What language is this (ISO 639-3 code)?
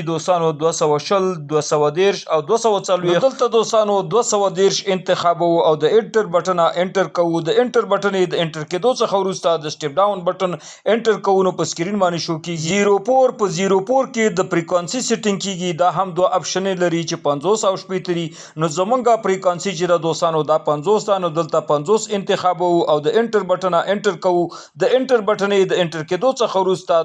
pus